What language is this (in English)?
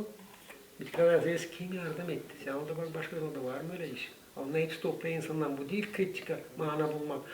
Gagauz